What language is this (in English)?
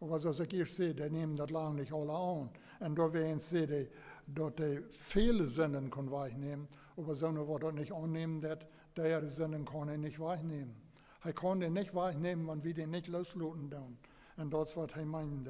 Plautdietsch